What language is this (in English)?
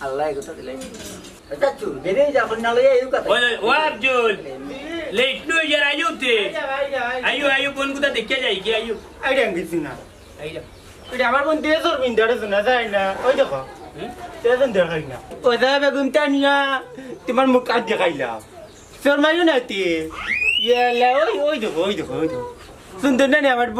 Sylheti